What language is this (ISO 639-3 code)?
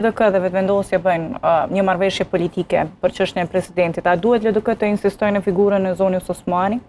sqi